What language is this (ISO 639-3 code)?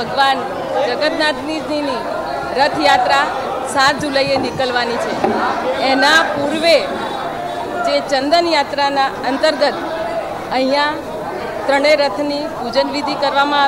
guj